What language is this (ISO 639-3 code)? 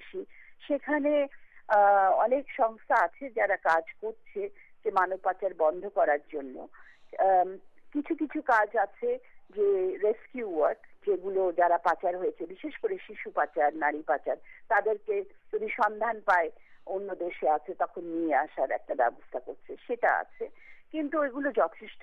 ben